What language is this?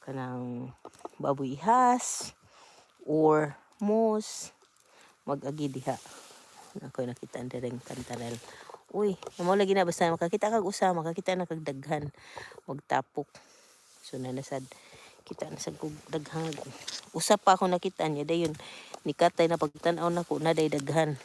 Cebuano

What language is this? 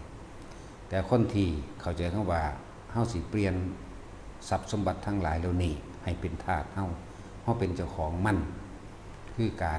Northeastern Thai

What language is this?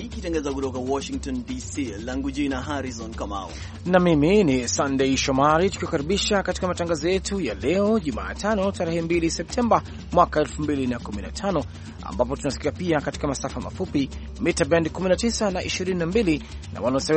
Swahili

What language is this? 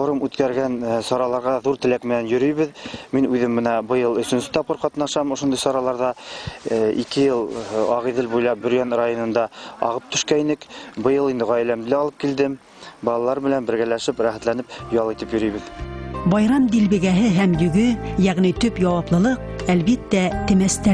Bashkir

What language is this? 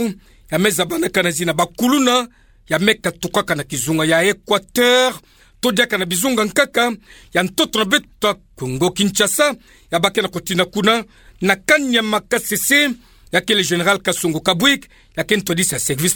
Kituba (Democratic Republic of Congo)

